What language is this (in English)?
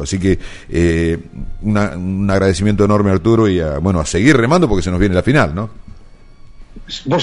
Spanish